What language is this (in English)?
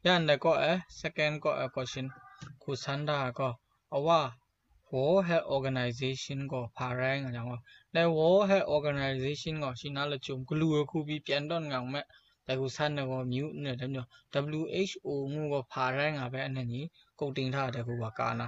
Kachin